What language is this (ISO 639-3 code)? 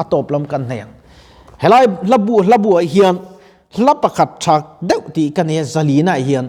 lus